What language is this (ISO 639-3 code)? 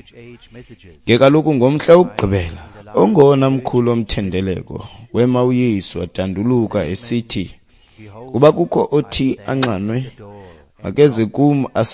xho